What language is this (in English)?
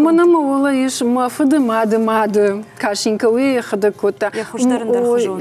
Ossetic